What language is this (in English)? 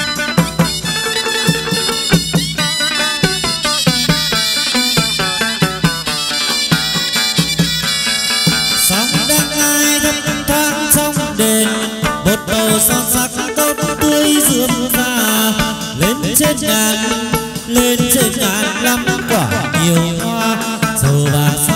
Vietnamese